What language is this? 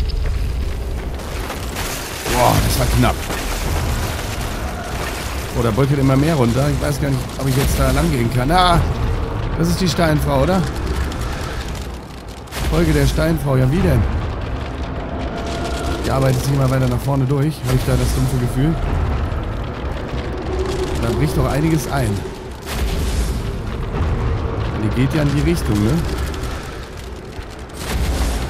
German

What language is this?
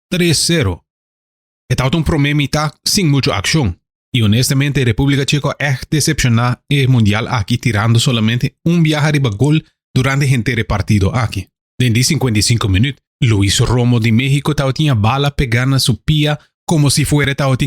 Papiamento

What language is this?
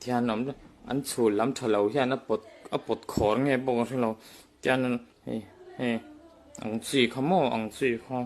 Mizo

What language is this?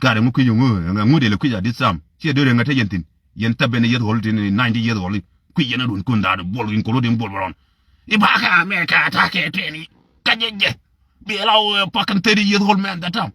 Nuer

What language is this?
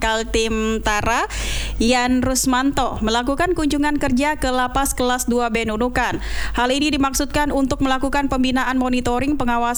Indonesian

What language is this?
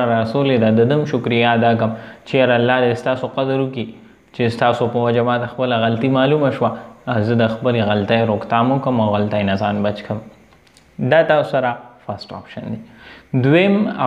Pashto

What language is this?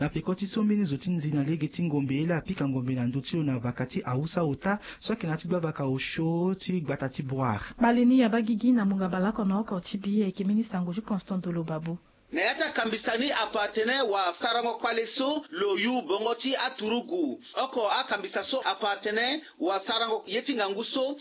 Sango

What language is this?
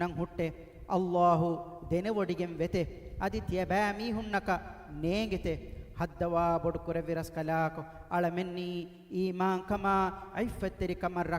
Divehi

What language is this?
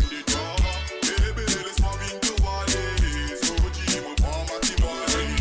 Morisyen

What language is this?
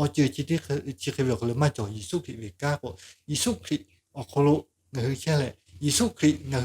Lahu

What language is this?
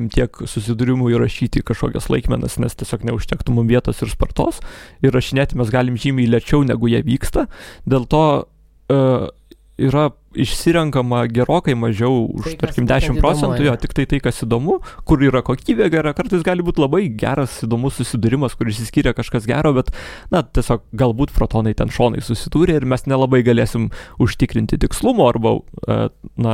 Lithuanian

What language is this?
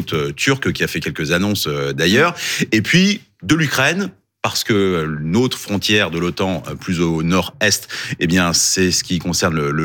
French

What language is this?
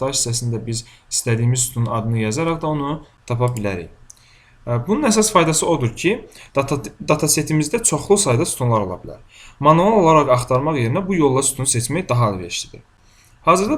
Azerbaijani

